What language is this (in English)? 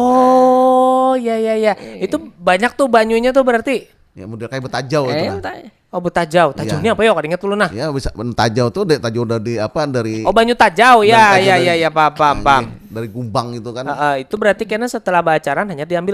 Banjar